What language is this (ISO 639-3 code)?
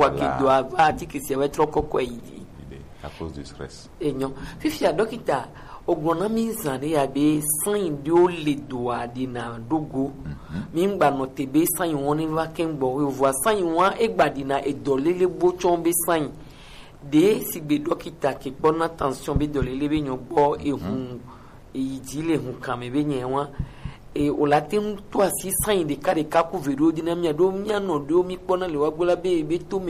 gej